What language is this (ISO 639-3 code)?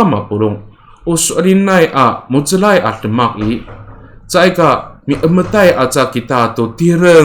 ami